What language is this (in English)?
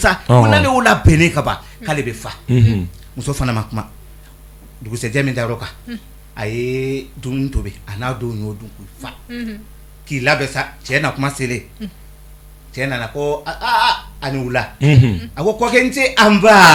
Bambara